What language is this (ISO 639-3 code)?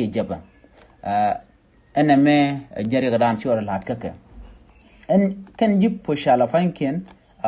nus